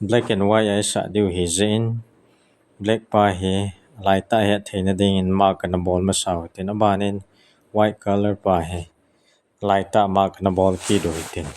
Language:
Thado Chin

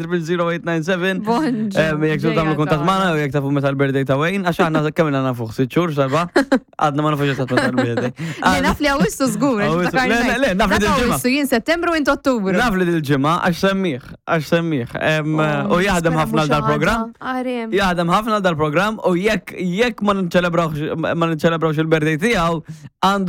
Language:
Maltese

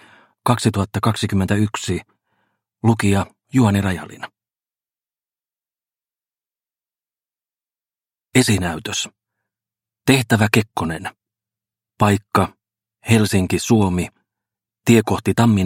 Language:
Finnish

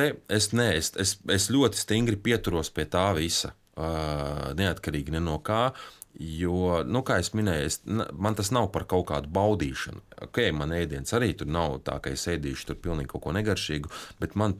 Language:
Latvian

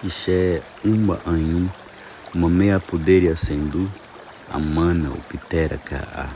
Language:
Nheengatu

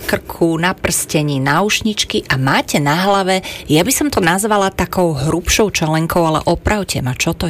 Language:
Slovak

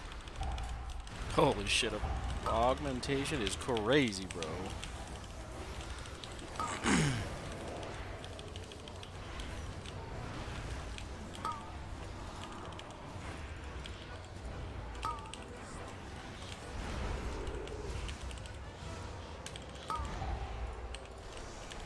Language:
English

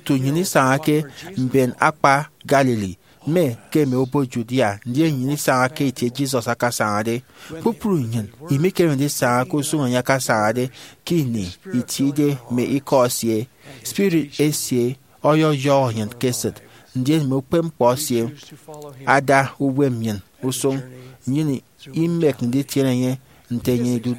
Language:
Efik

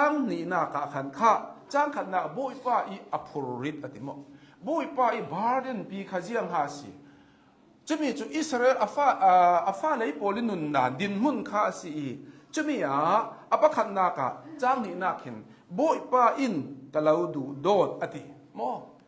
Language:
Hakha Chin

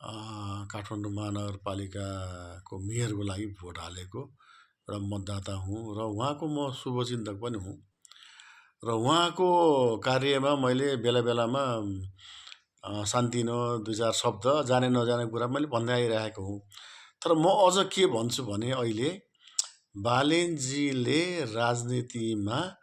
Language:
Nepali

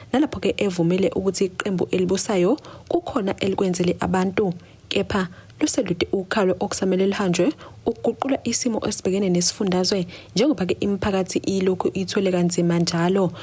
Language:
Zulu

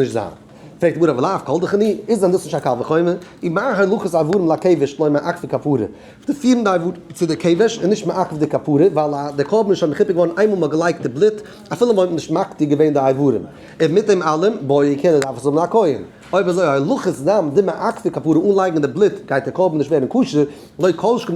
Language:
Yiddish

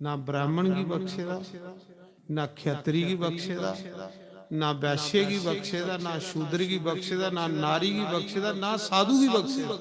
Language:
Dogri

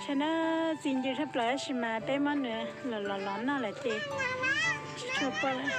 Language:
Hmong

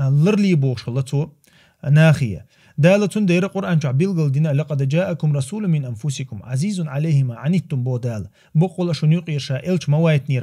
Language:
Chechen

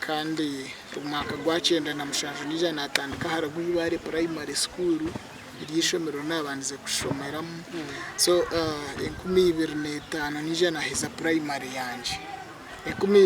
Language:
Nyankole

